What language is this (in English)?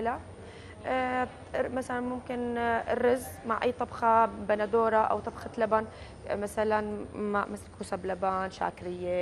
North Levantine Arabic